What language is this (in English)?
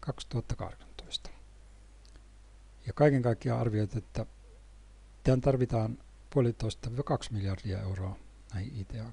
Finnish